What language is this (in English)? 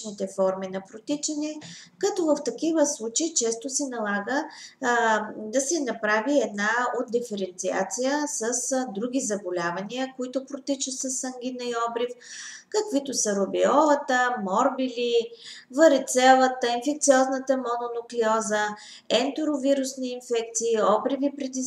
Bulgarian